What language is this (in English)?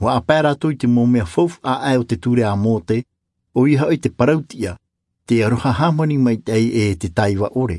Tahitian